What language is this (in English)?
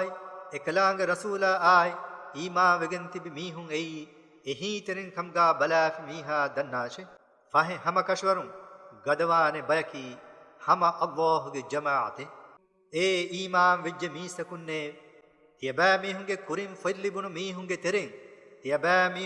Divehi